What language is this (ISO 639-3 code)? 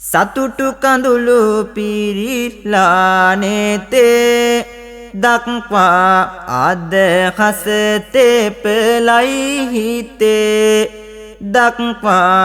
sin